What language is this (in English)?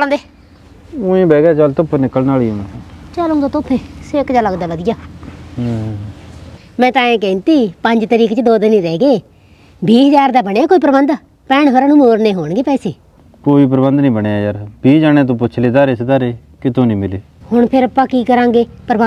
Punjabi